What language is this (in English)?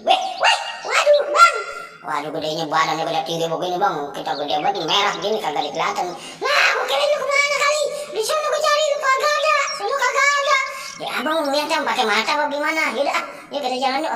Betawi